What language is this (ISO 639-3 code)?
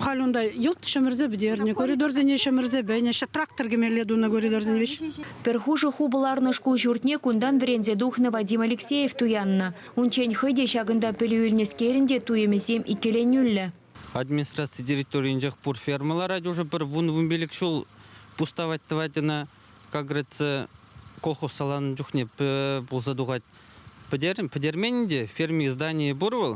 chv